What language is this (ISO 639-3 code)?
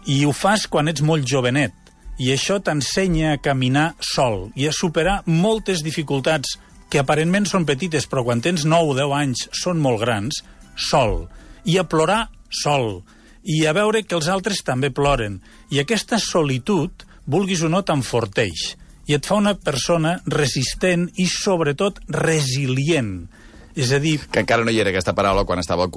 cat